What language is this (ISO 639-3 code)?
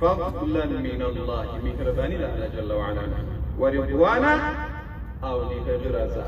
pus